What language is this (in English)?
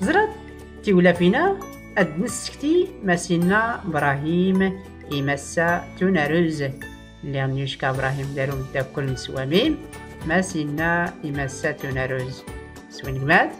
Tachelhit